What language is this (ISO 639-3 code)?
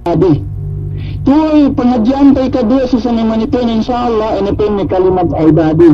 yka